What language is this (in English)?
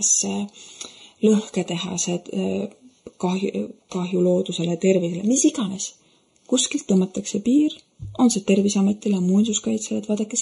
Estonian